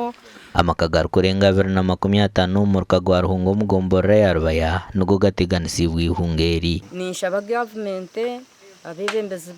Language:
Nyankole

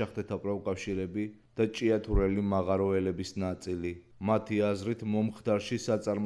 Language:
Georgian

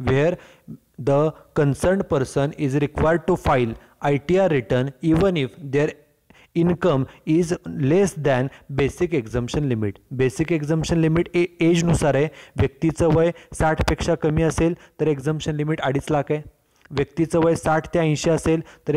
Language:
Marathi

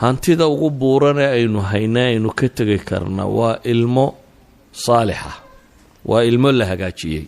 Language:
Somali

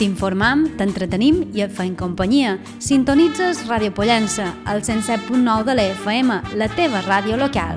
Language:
Catalan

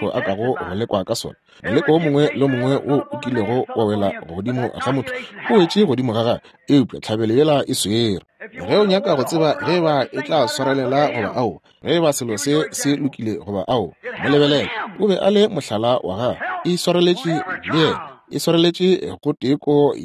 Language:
Northern Sotho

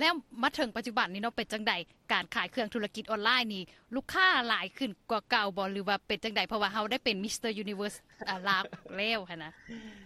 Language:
Lao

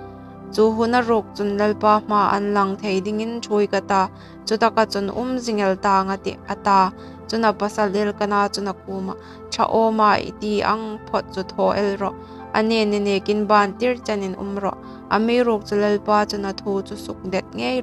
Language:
Hmar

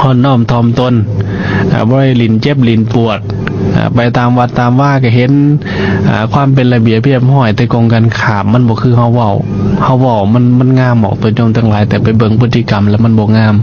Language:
Lao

